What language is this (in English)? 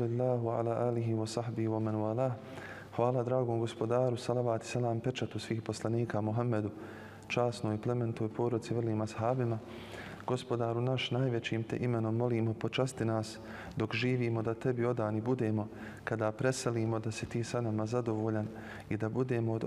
Bosnian